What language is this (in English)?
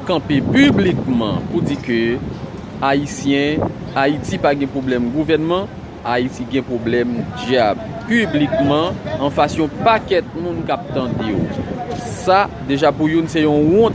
Haitian Creole